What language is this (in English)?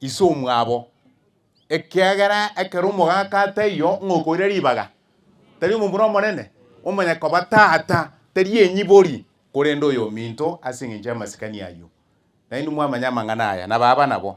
Gusii